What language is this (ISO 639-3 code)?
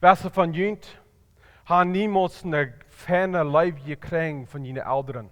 pdt